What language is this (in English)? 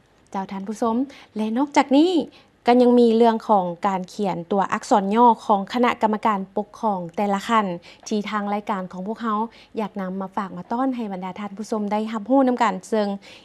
Lao